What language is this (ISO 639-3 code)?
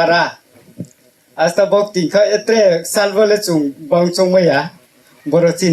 ria